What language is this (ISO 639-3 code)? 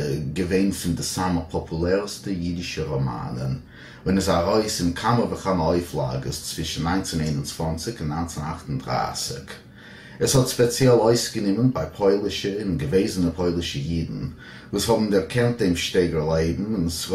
yid